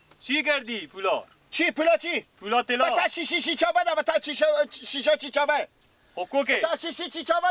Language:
Persian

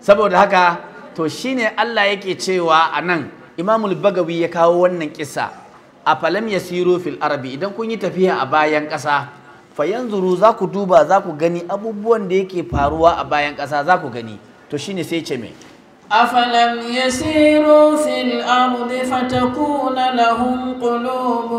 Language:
Hausa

